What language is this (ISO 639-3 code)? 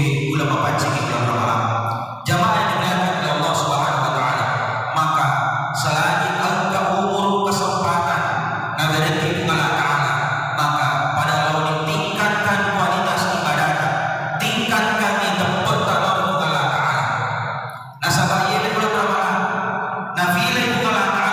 bug